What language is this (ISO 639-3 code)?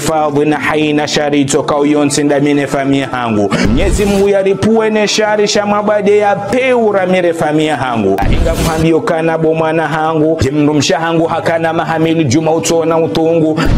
zdj